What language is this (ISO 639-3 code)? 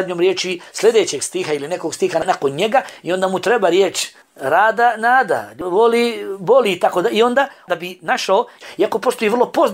bos